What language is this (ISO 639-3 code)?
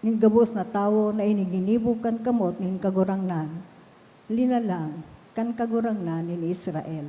bik